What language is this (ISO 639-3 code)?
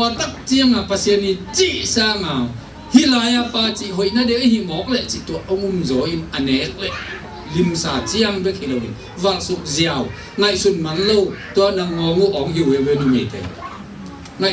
ctd